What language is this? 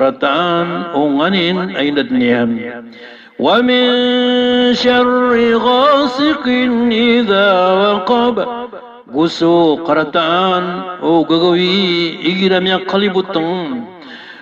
Maranao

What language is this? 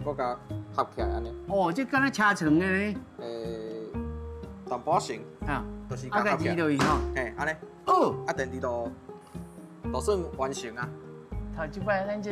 Min Nan Chinese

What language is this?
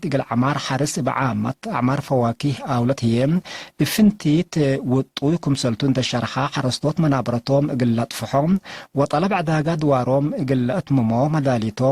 Tigre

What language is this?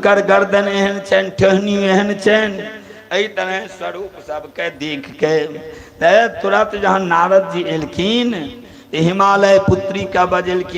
Maithili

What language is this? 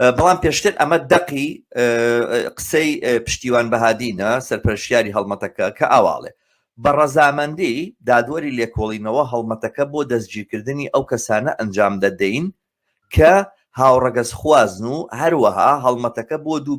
Central Kurdish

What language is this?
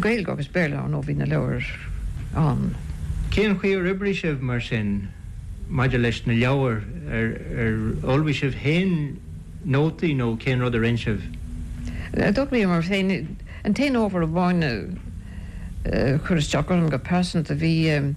Irish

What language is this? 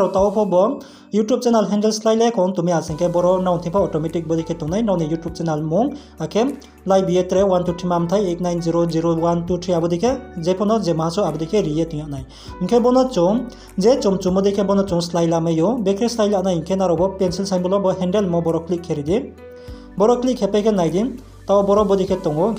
Riang (India)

